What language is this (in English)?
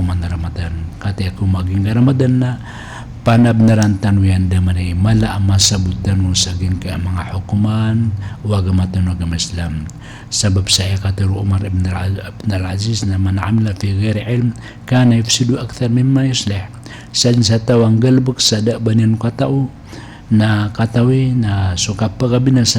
Maranao